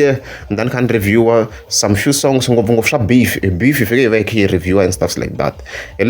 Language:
Tsonga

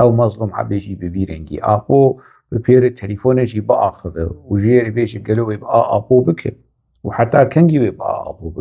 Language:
Kurdish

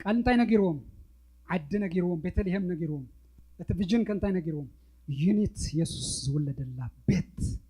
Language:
Tigrinya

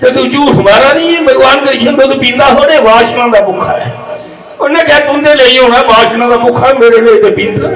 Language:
Dogri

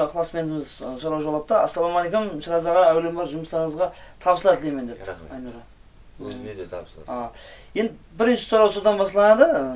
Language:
Kara-Kalpak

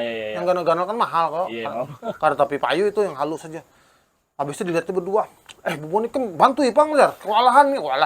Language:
Banjar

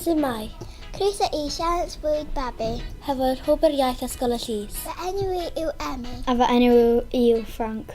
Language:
Welsh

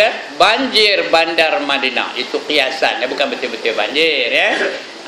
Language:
Malay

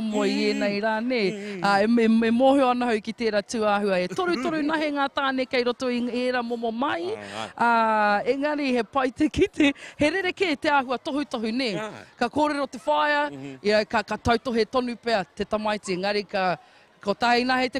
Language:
Māori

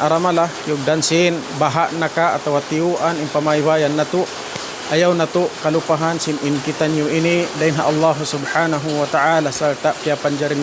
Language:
Tausug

